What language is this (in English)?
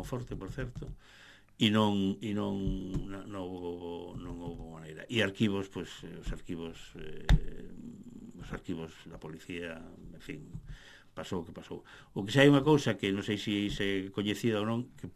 Galician